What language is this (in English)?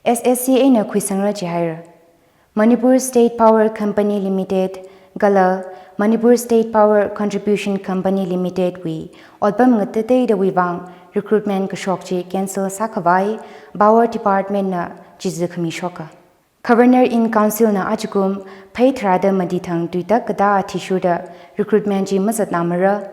Tangkhul Naga (India)